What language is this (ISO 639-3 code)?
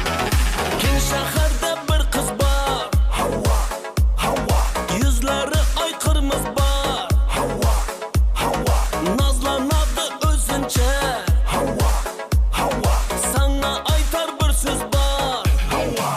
kaa